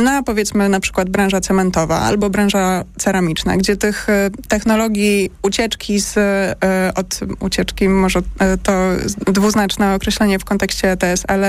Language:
Polish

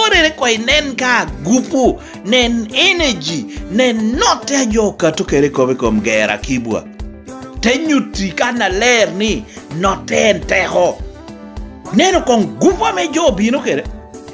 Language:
Lango (Uganda)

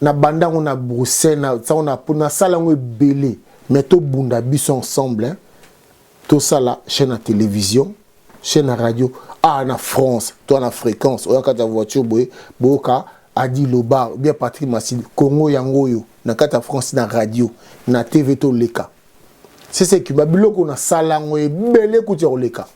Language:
Lingala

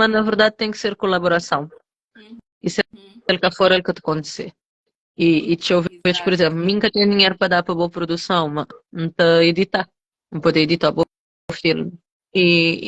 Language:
Kabuverdianu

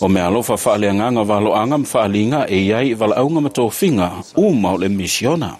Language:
Samoan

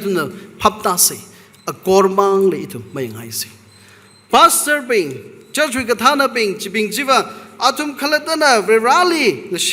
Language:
Tangkhul Naga (India)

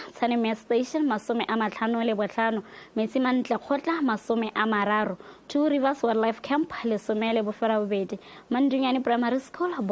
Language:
Tswana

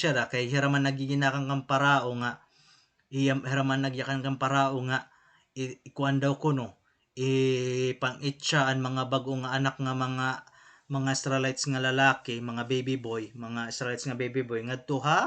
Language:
Waray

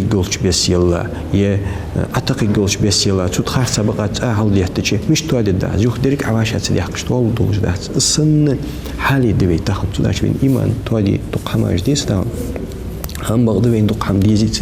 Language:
Ingush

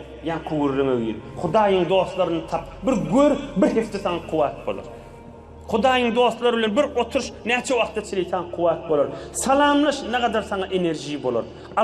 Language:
Turkmen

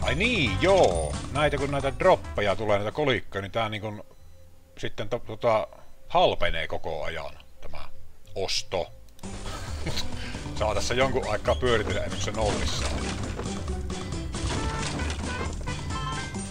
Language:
Finnish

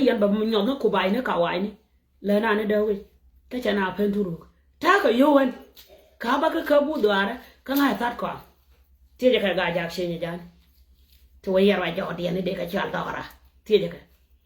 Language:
Nuer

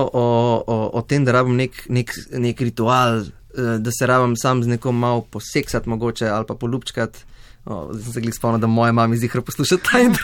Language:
Slovenian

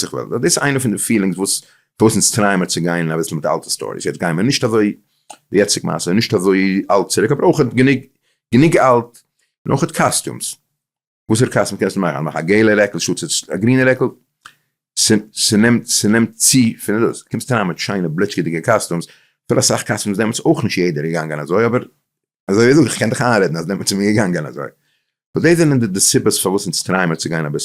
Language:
Yiddish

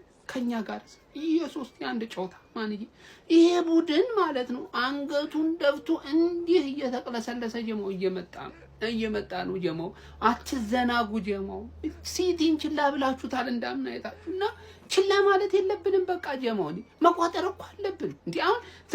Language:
Amharic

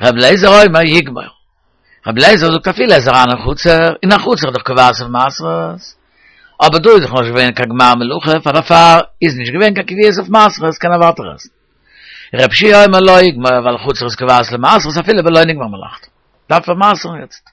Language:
Yiddish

